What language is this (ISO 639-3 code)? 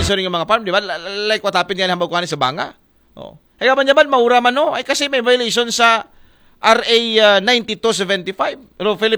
akl